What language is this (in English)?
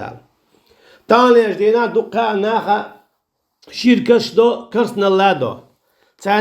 Chechen